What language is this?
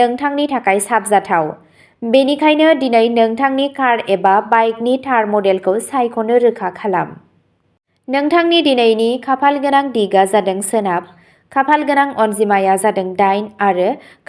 Bodo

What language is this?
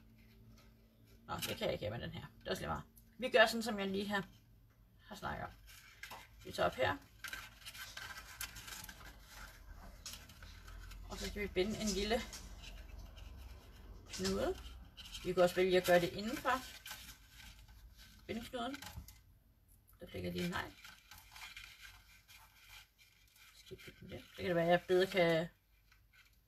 Danish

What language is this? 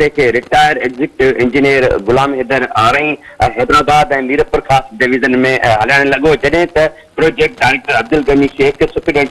Sindhi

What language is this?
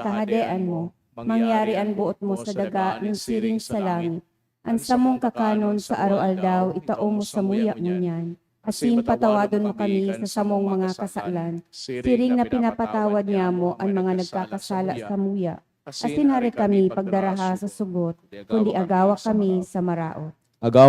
Bikol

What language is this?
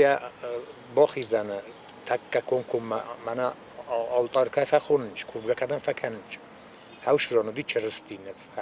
Ossetic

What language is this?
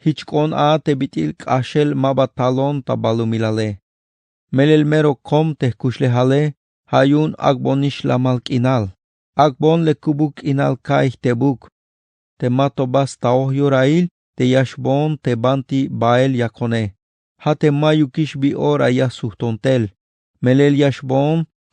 Tzeltal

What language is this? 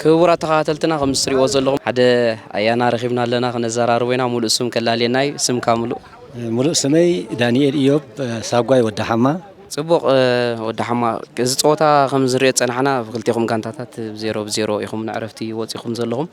Tigrinya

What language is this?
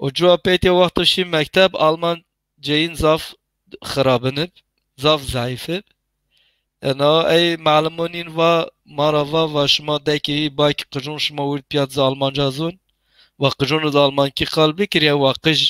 Zaza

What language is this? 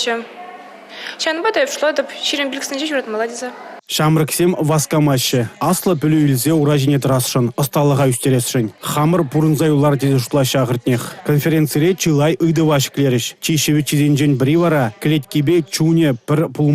Chuvash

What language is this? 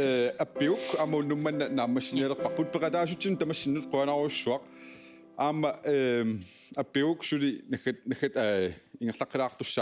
Kalaallisut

